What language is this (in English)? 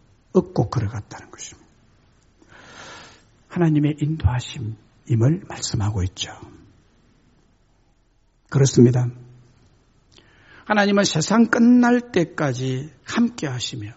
Korean